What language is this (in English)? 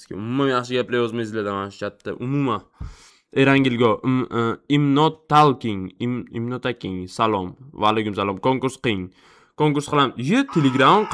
Uzbek